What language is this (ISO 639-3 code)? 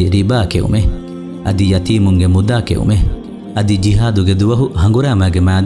div